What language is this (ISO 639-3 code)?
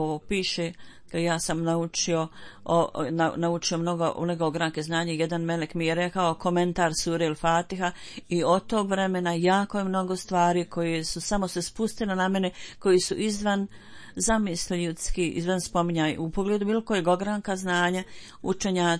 bos